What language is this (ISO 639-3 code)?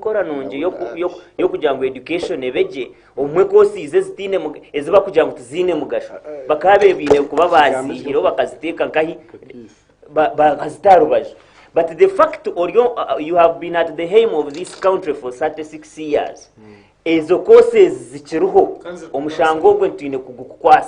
nyn